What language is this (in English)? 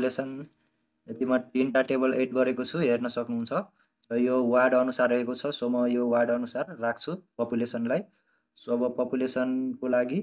Nepali